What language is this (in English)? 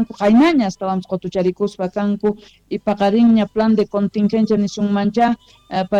South Bolivian Quechua